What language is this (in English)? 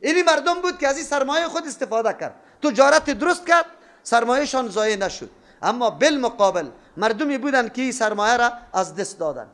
Persian